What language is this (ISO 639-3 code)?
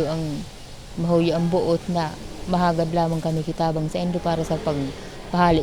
bik